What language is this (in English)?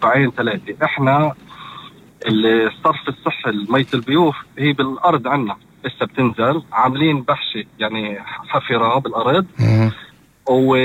North Levantine Arabic